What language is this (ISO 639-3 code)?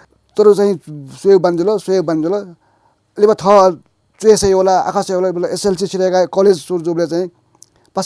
new